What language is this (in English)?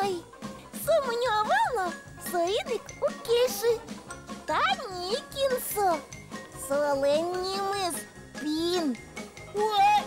Udmurt